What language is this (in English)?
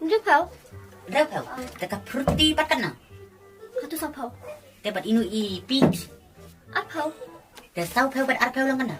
Khasi